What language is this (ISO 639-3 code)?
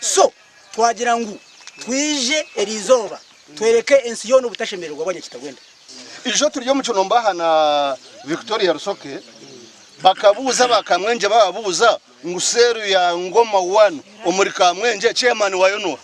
nyn